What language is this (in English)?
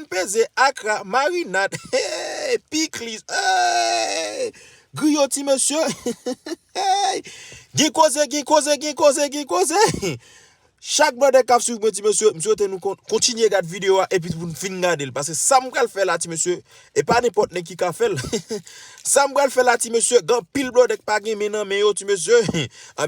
Haitian Creole